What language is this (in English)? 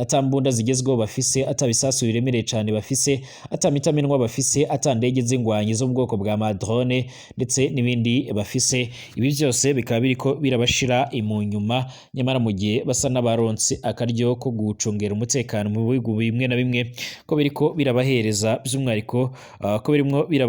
Rundi